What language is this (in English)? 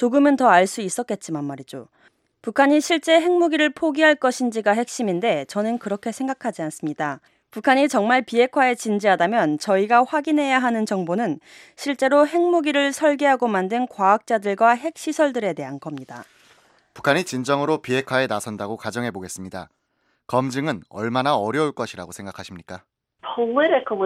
Korean